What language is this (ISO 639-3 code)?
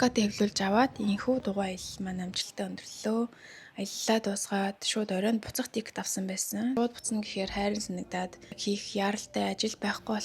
mon